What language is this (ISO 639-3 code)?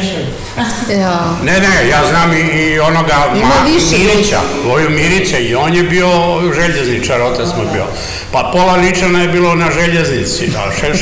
srp